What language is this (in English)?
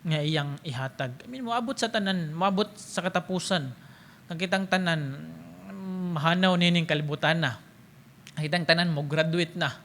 Cebuano